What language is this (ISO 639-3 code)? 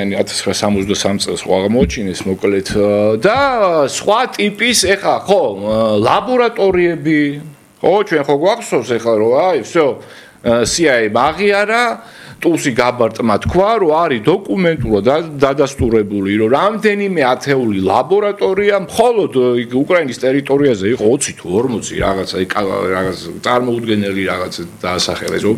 kat